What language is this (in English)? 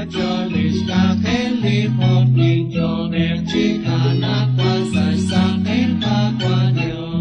Kekchí